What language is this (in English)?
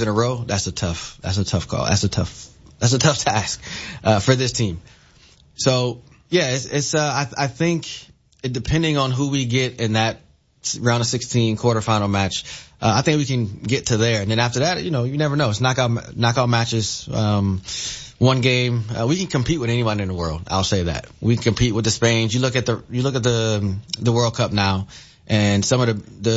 English